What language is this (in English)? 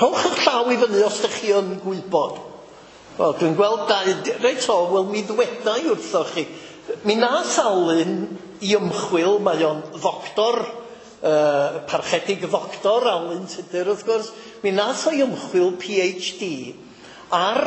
Welsh